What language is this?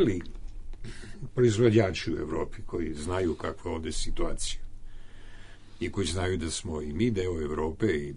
Serbian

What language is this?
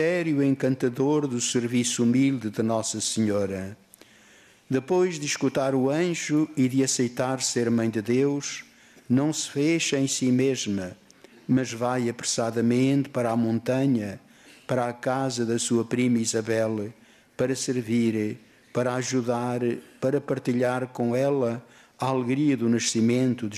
Portuguese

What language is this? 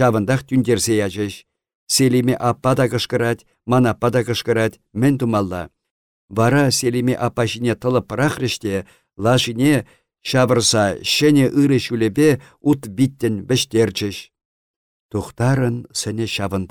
Chuvash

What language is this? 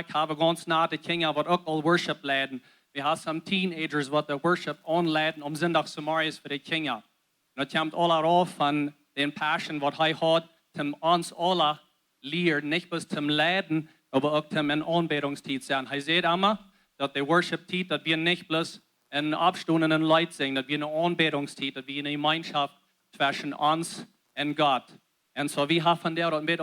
Plautdietsch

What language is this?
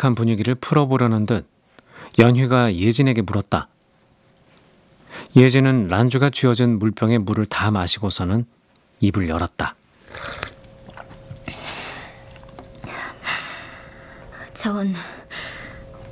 Korean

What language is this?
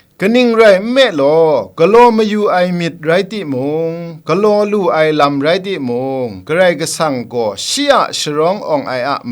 Kachin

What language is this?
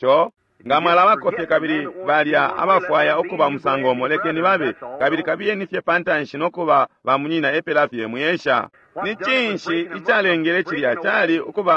Bemba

